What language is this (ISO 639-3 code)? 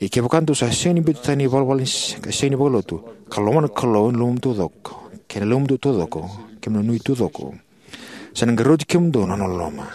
fij